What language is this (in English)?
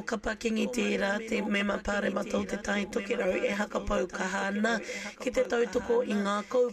Māori